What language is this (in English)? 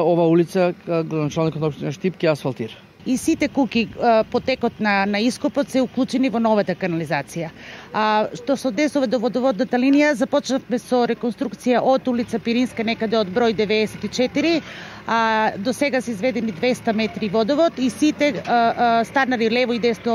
Macedonian